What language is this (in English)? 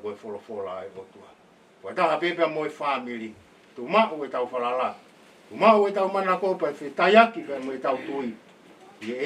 Tongan